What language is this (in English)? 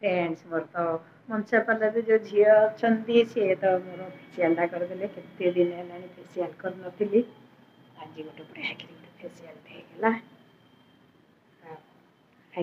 Odia